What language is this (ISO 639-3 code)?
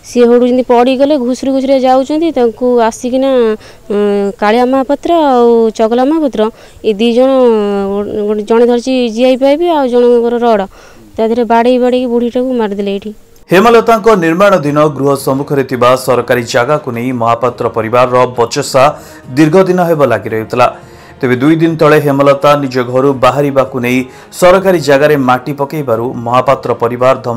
ori